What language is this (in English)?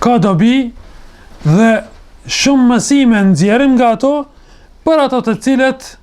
Albanian